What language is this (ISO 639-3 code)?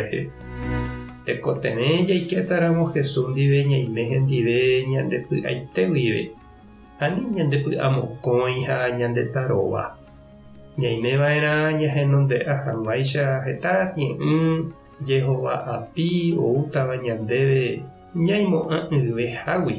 grn